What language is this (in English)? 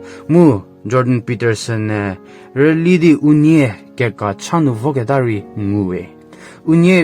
Angami Naga